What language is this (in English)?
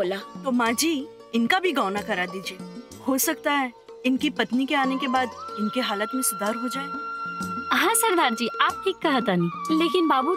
Bhojpuri